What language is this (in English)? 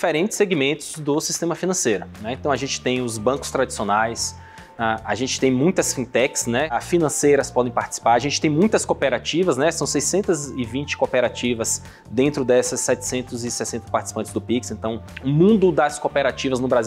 Portuguese